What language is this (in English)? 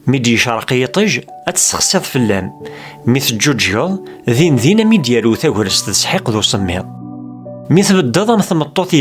Kabyle